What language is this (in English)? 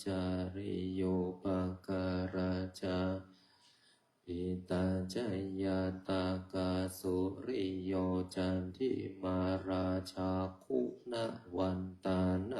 Pali